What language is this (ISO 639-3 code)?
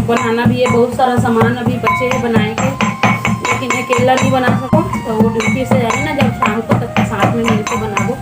hne